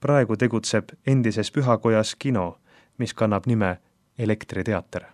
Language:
Estonian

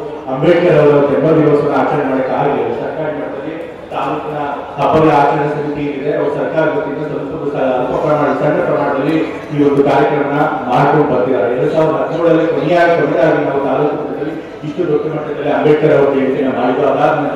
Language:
Kannada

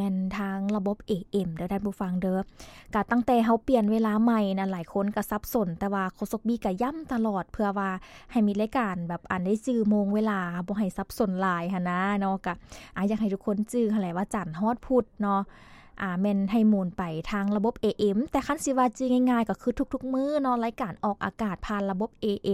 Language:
Lao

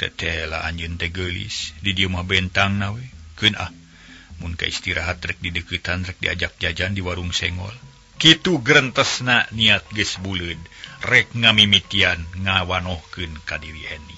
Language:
Sundanese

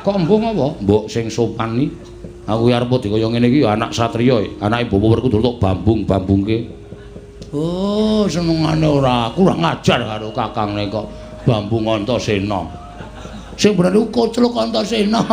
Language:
Javanese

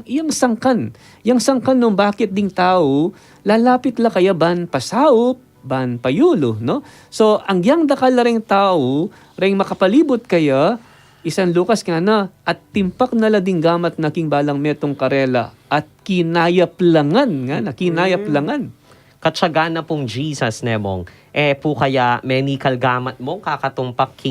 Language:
Pampanga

